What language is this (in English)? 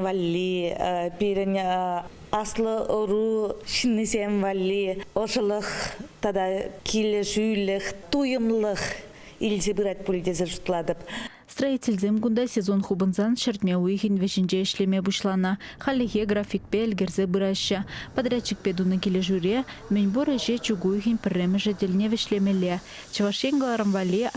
Chuvash